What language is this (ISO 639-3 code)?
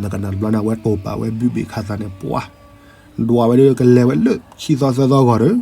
ksw